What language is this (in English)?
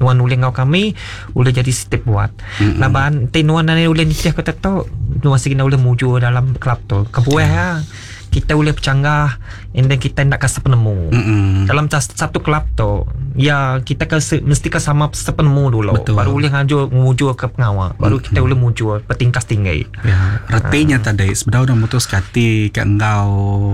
Iban